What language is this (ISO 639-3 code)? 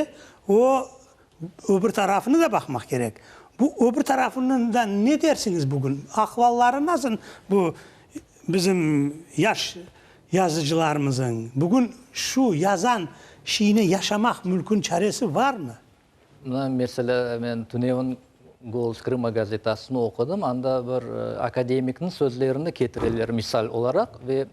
crh